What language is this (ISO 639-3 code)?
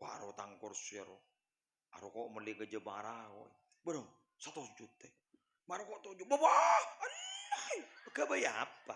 mad